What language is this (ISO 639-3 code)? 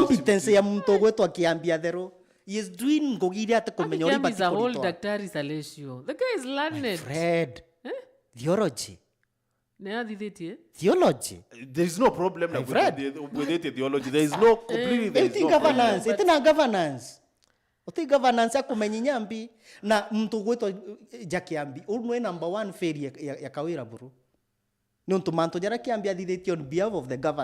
mer